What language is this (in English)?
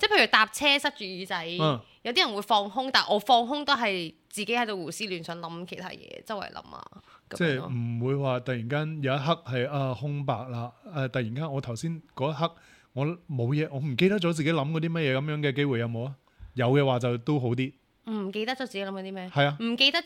Cantonese